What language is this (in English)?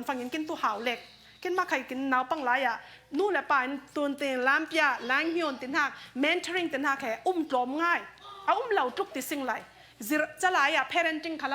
Falam Chin